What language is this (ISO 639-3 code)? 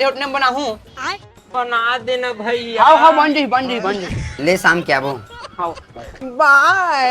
hne